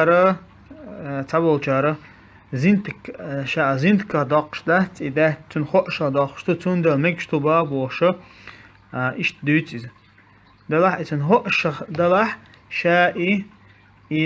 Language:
Chechen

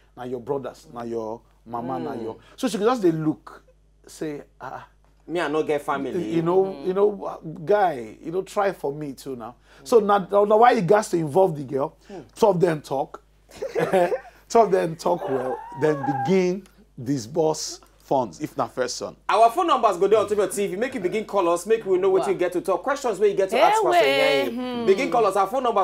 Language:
Nigerian Pidgin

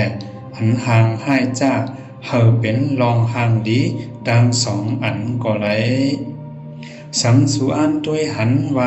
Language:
Shan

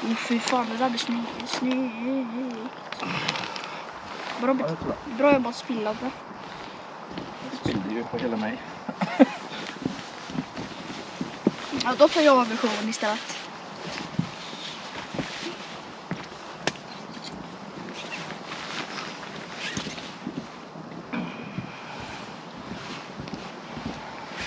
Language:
Swedish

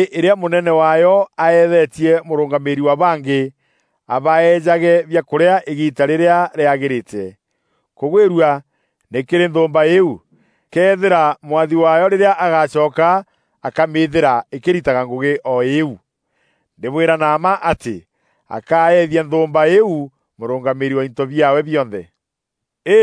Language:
Meru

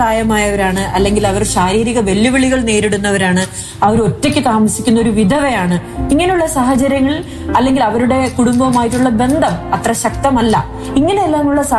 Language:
Malayalam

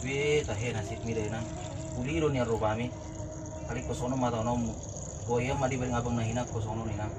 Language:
Batak Toba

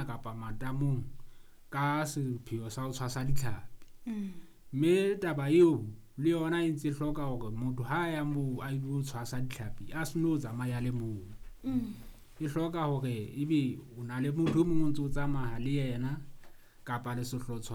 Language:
Southern Sotho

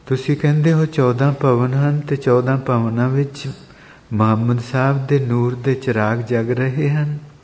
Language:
Punjabi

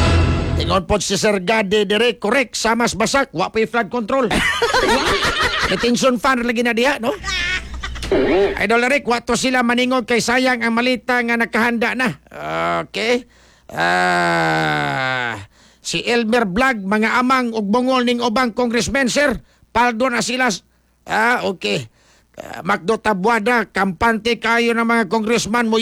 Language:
Cebuano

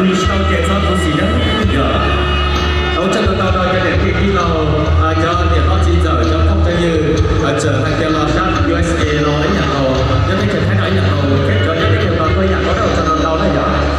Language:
Hmong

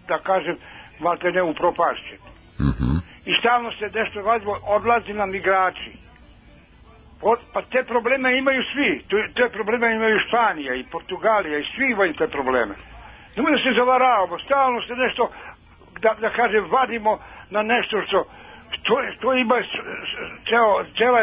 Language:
Serbian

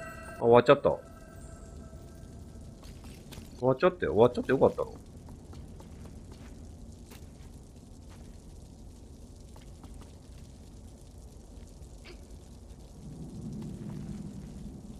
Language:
Japanese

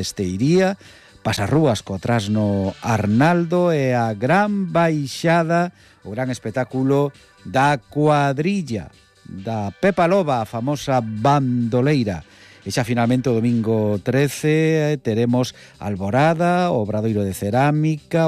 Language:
Galician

